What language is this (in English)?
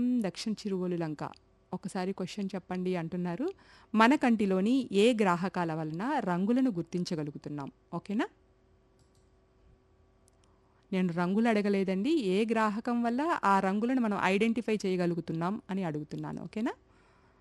Telugu